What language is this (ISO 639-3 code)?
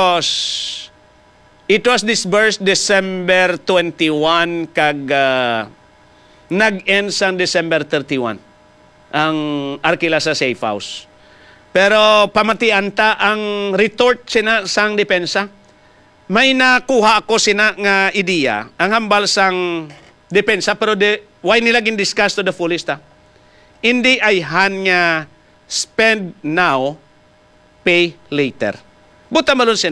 hil